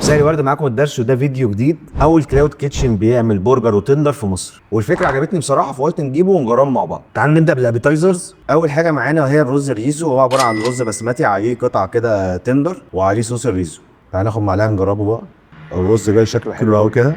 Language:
Egyptian Arabic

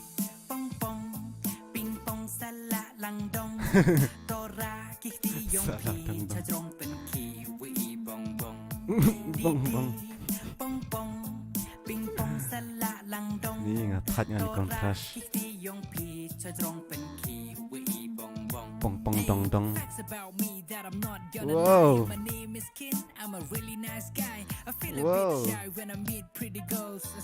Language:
Khasi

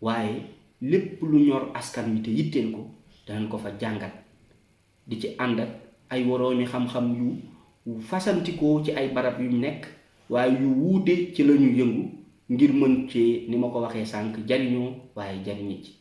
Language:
Wolof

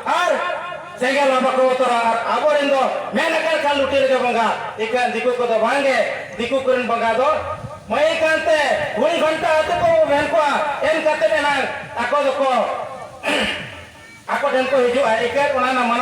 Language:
Santali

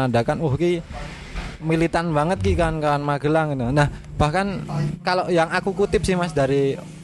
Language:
Indonesian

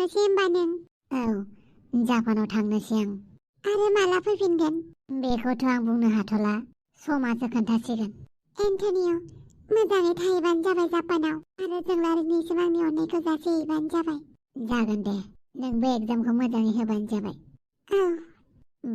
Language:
Bodo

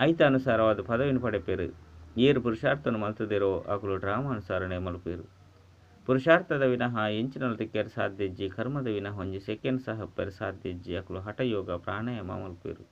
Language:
Tulu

